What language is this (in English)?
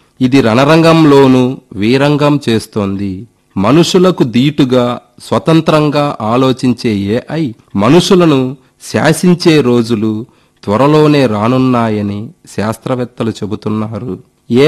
Telugu